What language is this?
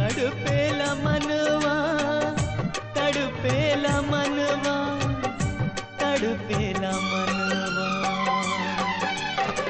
Bhojpuri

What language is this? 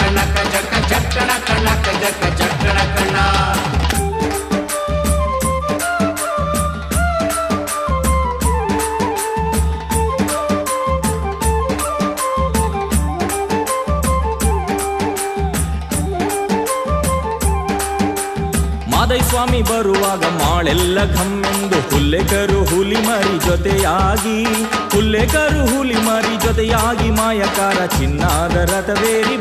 Kannada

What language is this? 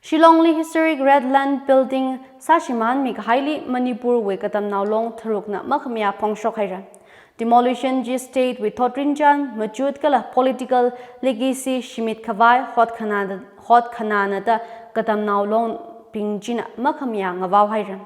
Tangkhul Naga (India)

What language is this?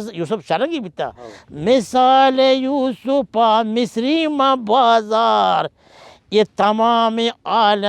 Baluchi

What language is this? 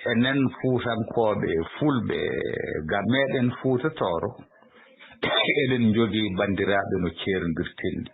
Fula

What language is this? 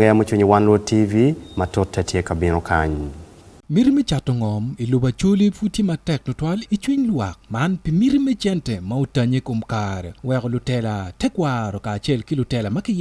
Acoli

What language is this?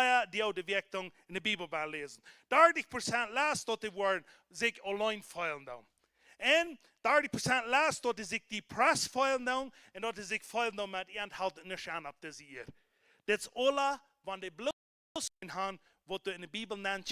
Plautdietsch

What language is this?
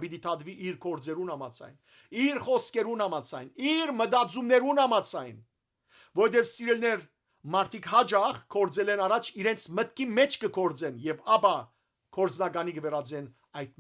Western Armenian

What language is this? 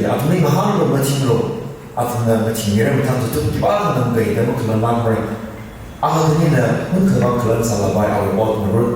Tangkhul Naga (India)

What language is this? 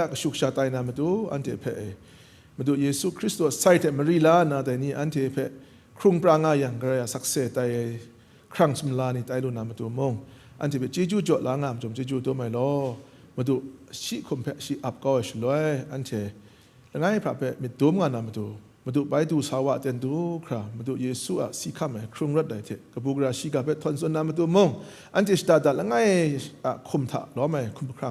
Kachin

